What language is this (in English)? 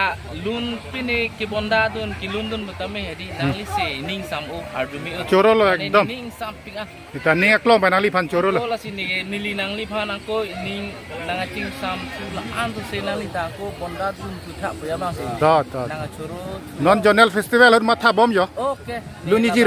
Karbi